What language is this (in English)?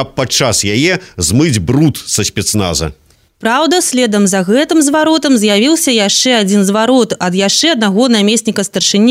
Belarusian